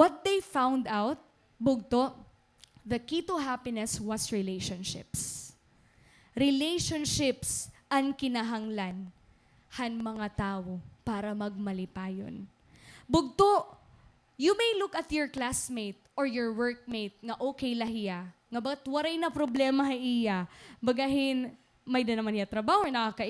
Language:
Waray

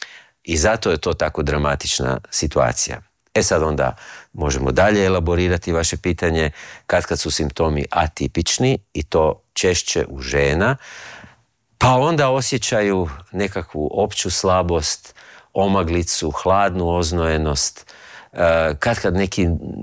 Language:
Croatian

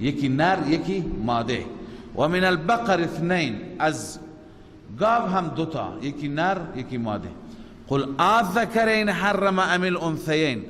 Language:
Persian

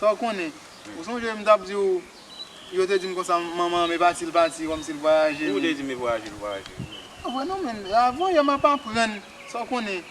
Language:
Haitian Creole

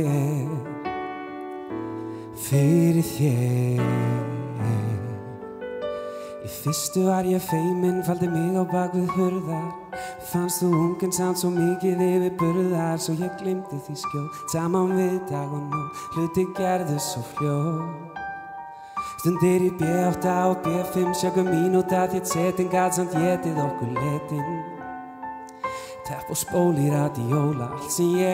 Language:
Icelandic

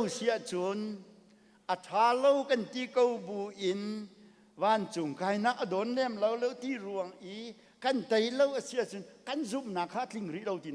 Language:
Hakha Chin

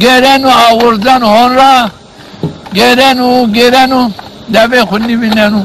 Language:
Zaza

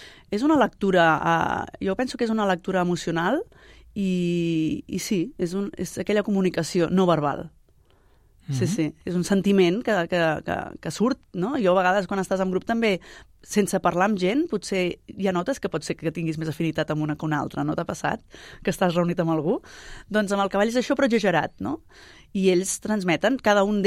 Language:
Catalan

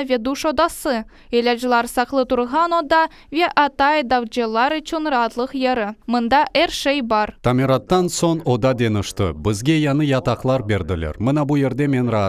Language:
Crimean Tatar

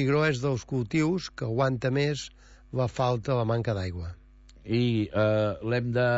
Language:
Catalan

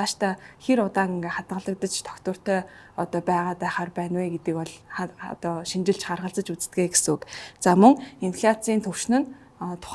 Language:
Mongolian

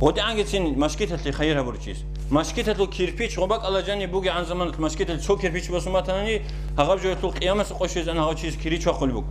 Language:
Avaric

